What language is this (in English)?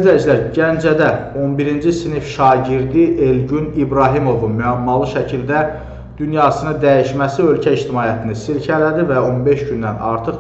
Azerbaijani